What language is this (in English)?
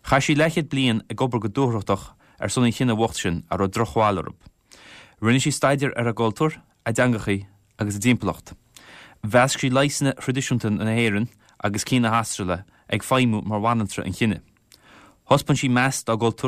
Irish